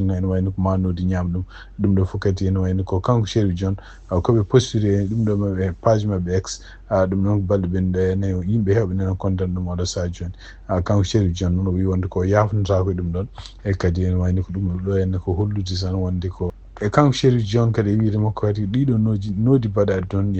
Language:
Fula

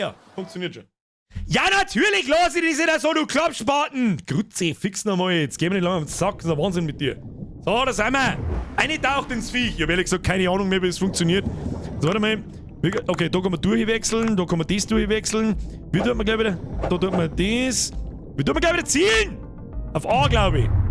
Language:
Bavarian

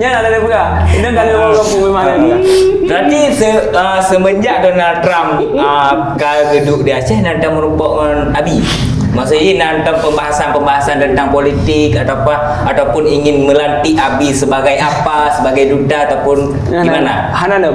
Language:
Achinese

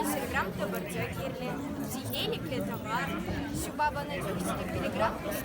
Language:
Chuvash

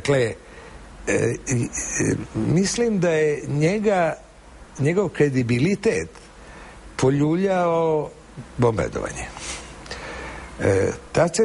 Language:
Serbian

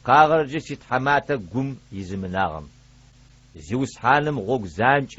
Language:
Adyghe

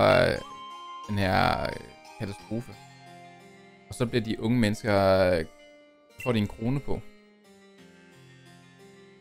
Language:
Danish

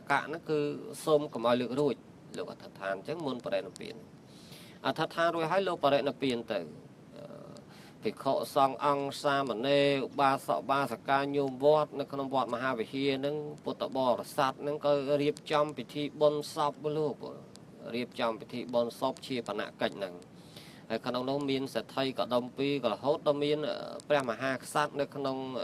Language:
Khmer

